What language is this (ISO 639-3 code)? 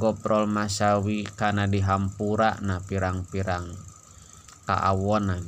sun